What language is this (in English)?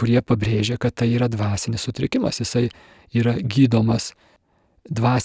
Lithuanian